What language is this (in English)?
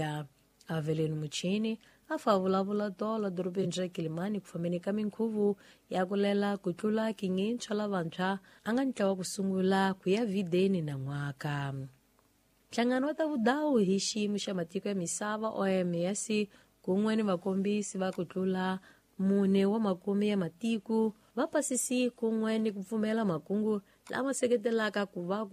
Tsonga